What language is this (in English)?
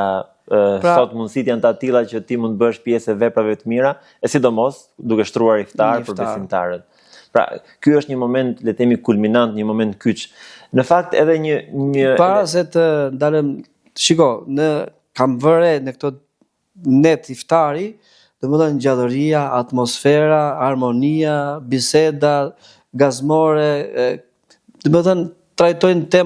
Albanian